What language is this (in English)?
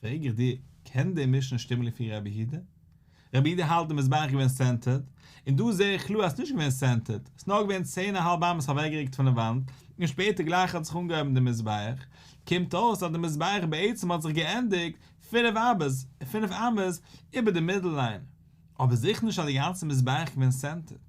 Yiddish